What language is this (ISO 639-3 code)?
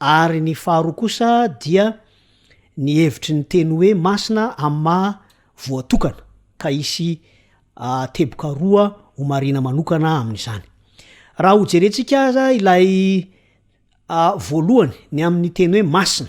mlg